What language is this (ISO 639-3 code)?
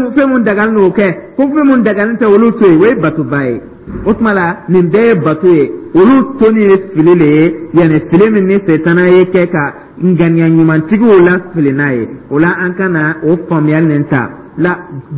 dyu